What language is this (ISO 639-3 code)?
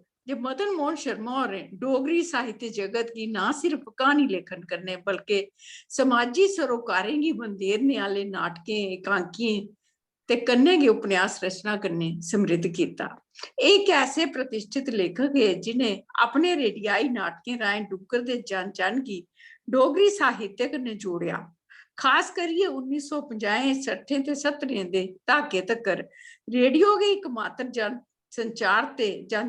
doi